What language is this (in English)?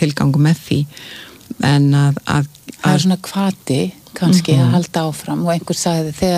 Icelandic